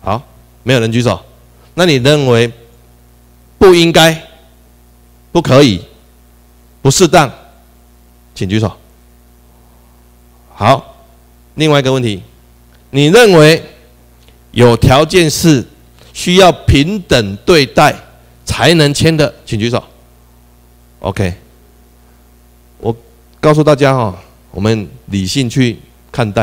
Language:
Chinese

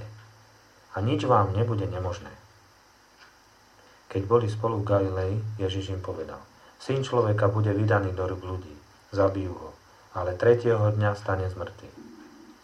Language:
Slovak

